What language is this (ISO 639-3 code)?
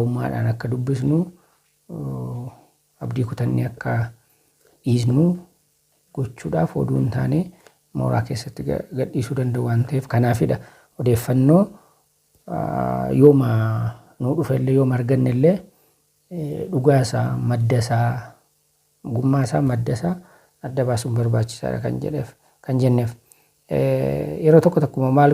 orm